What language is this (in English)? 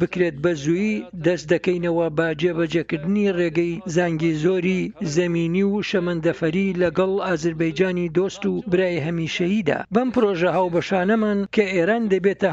Central Kurdish